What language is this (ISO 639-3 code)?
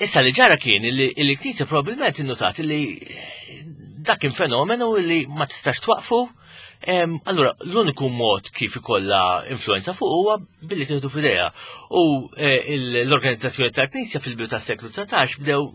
mlt